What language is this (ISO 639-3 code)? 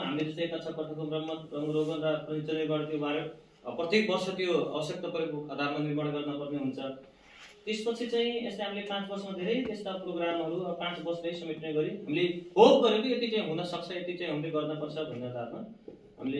nep